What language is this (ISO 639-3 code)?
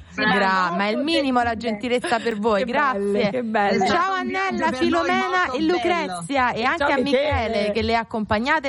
ita